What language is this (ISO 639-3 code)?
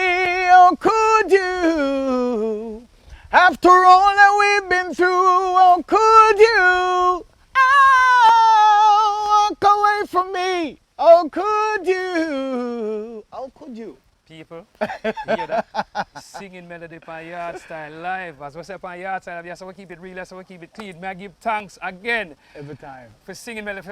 jam